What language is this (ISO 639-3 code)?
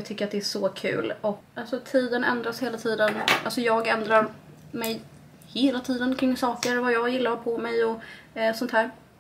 swe